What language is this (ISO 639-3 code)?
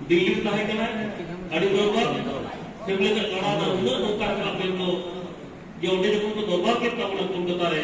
sat